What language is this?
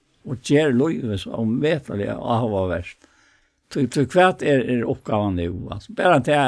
Faroese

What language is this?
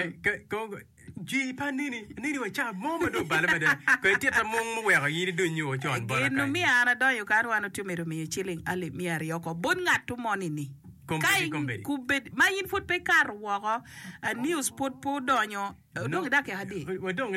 Acoli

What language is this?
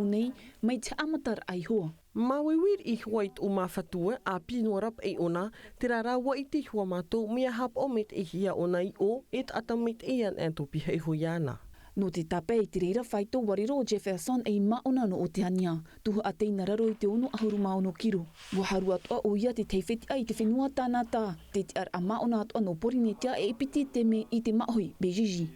Tahitian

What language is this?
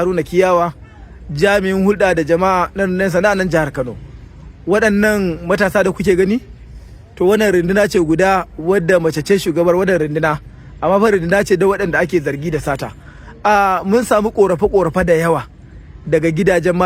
Hausa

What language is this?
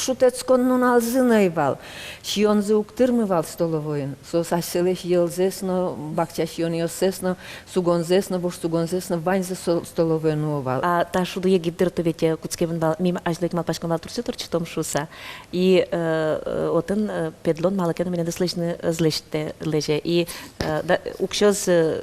Udmurt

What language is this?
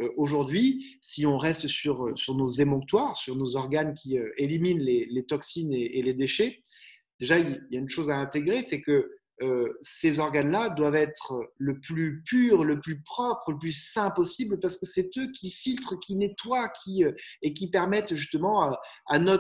French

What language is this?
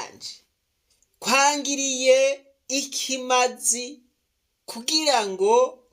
Rundi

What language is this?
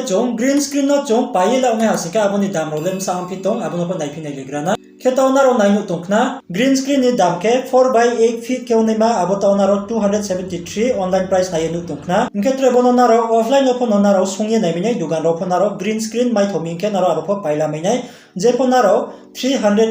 Riang (India)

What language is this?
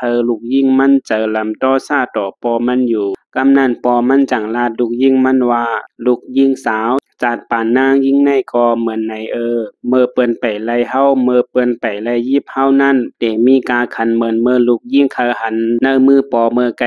Shan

